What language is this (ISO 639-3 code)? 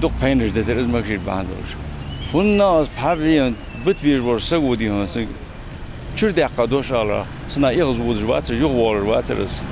inh